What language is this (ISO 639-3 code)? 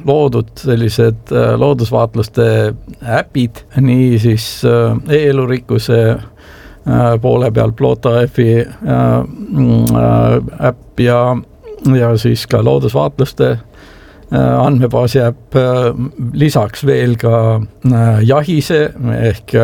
est